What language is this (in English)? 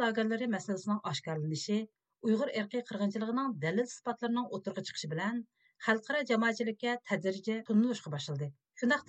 Uyghur